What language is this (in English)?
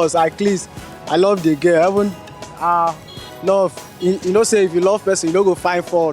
Nigerian Pidgin